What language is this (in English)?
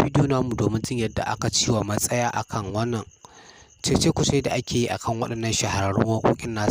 Hausa